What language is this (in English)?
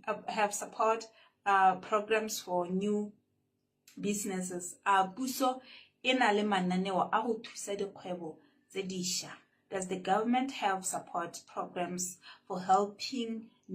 Tswana